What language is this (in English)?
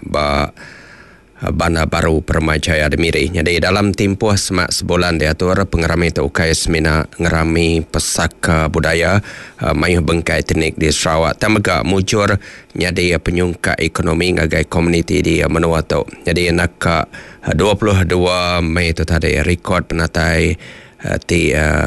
Iban